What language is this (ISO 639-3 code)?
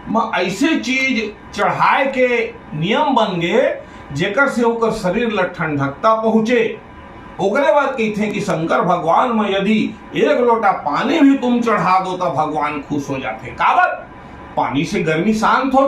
hne